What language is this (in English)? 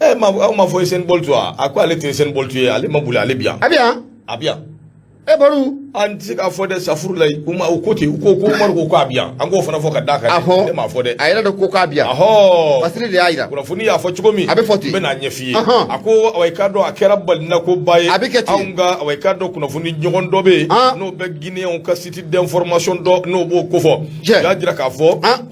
Bambara